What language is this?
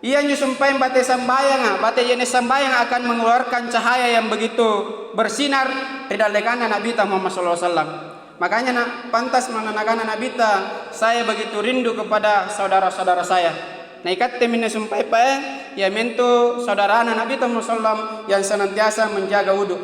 Makasar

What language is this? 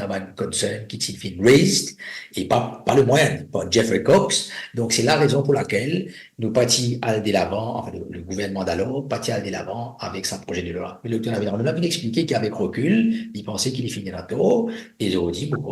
Morisyen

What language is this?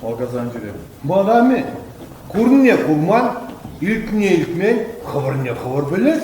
Chuvash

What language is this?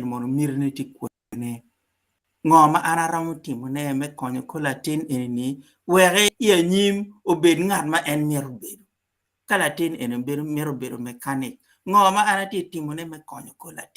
Acoli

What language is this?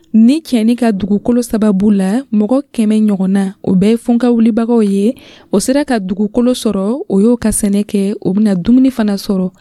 Dyula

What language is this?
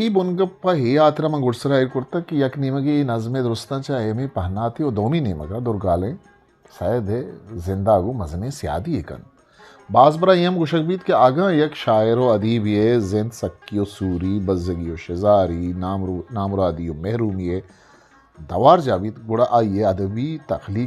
Eastern Balochi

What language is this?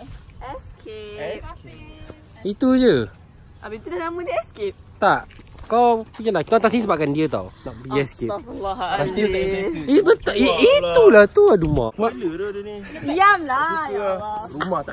Malay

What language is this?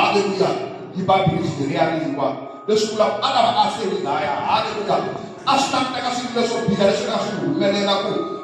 Tsonga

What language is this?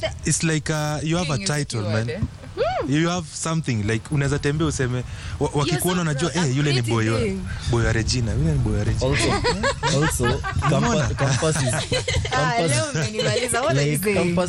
Swahili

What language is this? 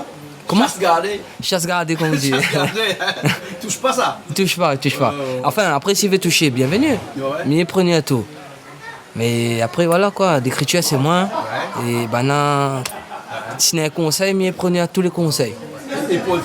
Réunion Creole French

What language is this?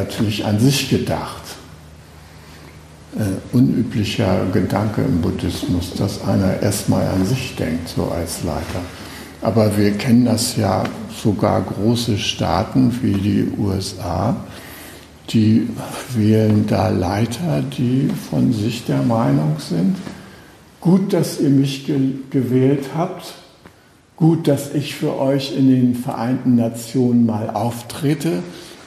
German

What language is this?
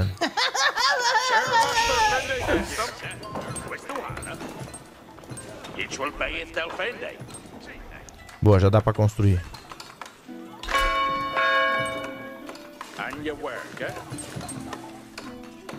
Portuguese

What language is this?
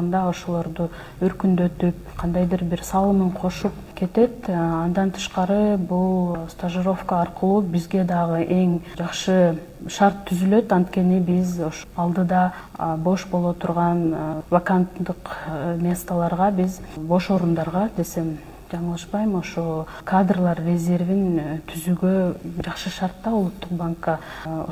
Kyrgyz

